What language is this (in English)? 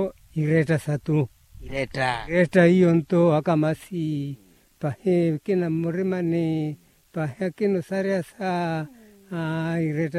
Makhuwa